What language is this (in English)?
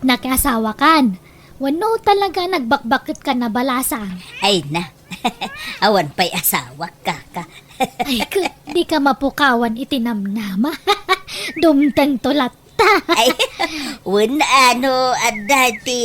Iloko